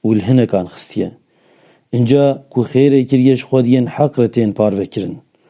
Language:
Kurdish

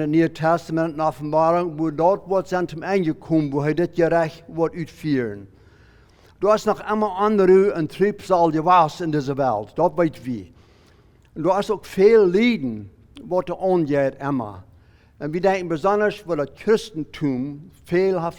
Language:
Plautdietsch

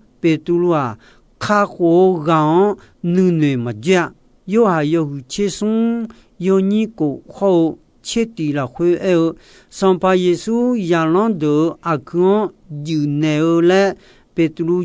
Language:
Akha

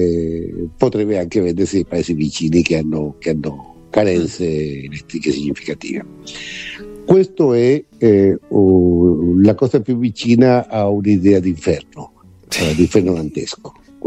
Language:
Italian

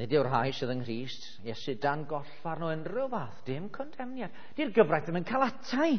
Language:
Welsh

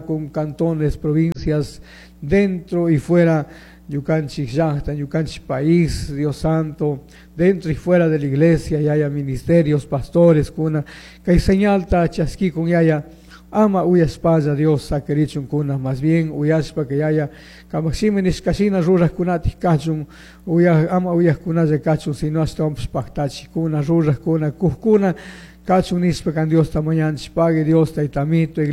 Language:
Chimborazo Highland Quichua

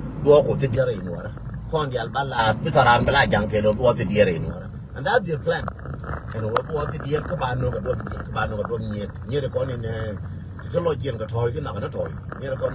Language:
Nuer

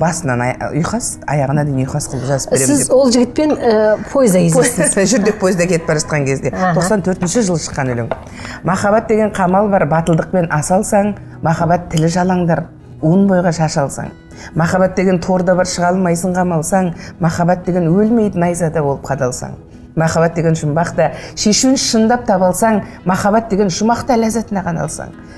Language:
Kazakh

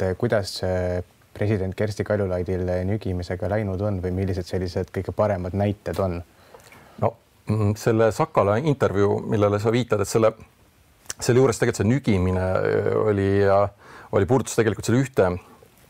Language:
Estonian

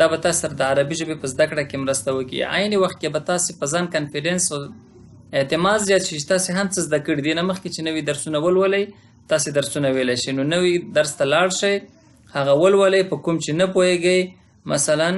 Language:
Pashto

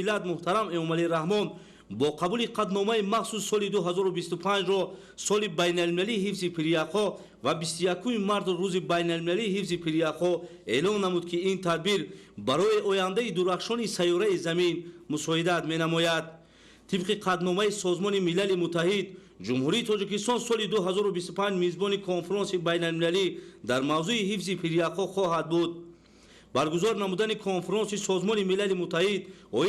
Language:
Tajik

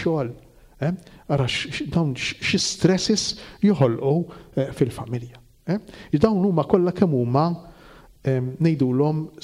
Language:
Maltese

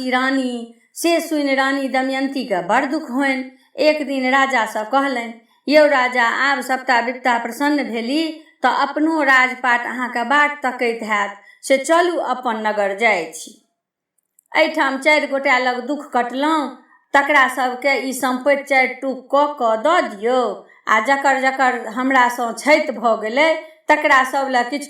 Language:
Maithili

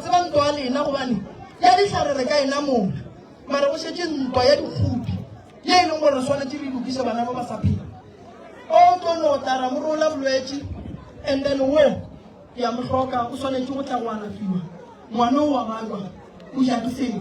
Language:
Northern Sotho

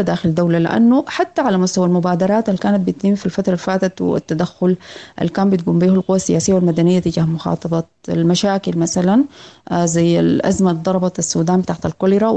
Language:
Sudanese Arabic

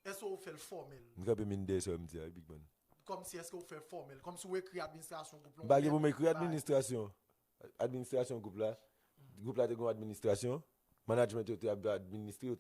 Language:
Haitian Creole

